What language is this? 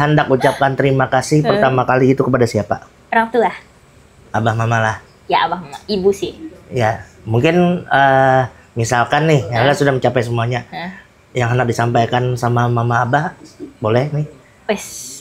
Banjar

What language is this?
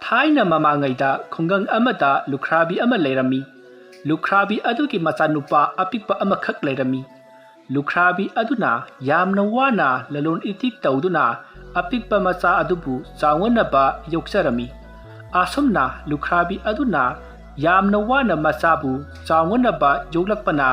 Manipuri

